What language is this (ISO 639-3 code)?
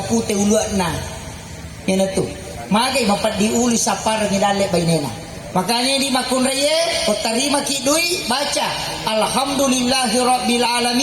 bug